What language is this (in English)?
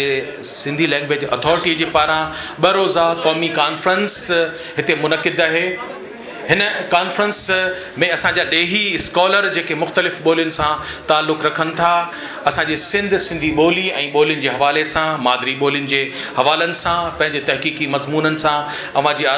Sindhi